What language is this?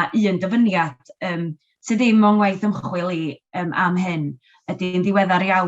Welsh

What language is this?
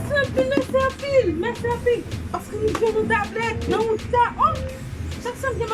Haitian Creole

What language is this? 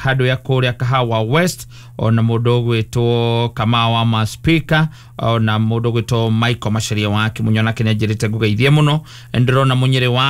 Kikuyu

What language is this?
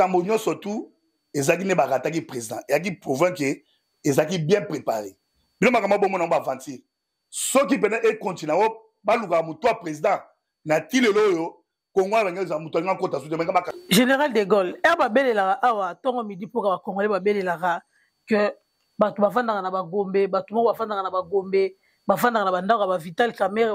Lingala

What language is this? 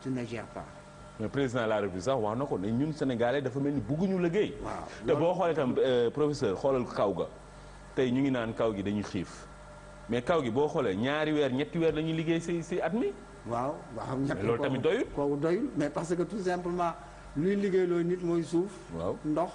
Wolof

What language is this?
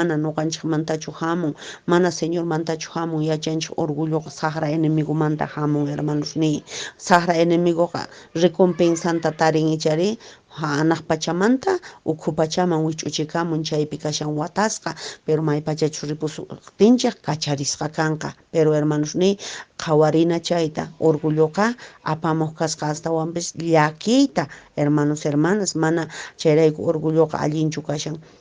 Quechua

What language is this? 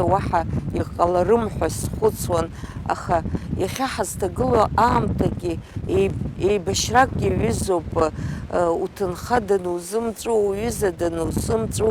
Abkhazian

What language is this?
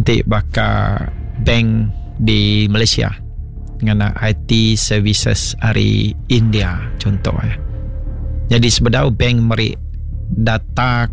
Iban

